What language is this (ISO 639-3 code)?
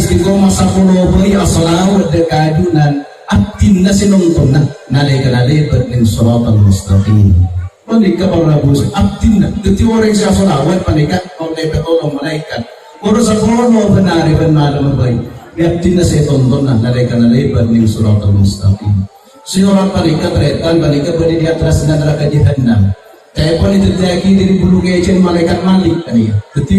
mad